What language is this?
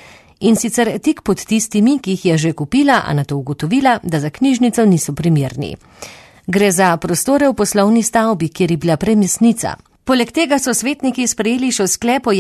Slovenian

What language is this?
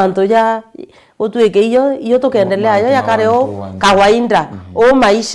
Meru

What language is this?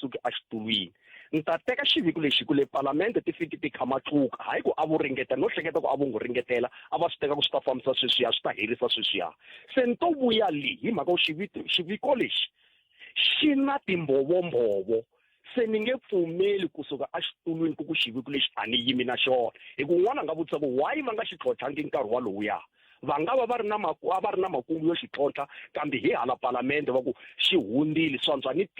Tsonga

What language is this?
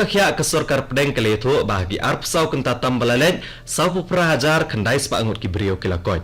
Khasi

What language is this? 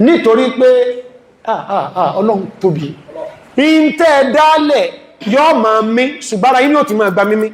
Yoruba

